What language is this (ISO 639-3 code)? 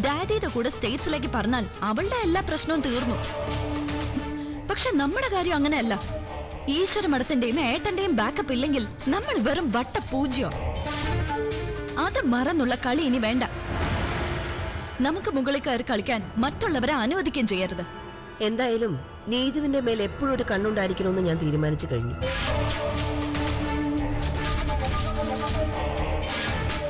mal